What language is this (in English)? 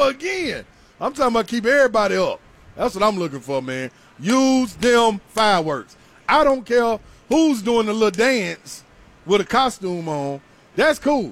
English